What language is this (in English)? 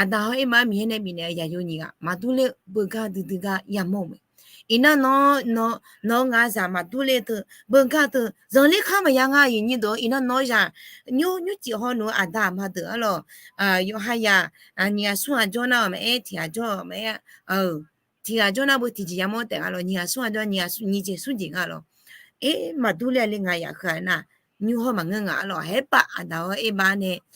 Akha